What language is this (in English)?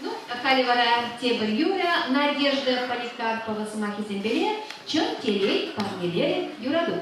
Chuvash